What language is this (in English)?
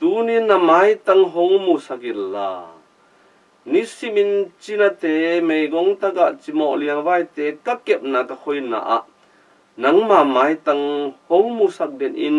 Tedim Chin